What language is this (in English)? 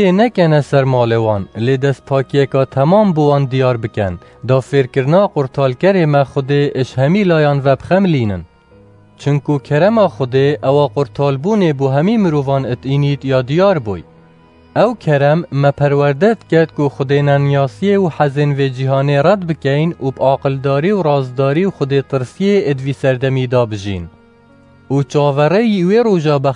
Kurdish